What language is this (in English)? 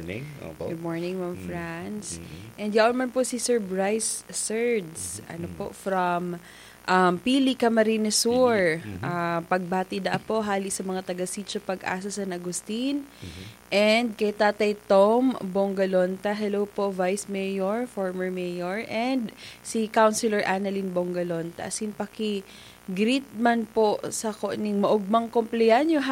Bikol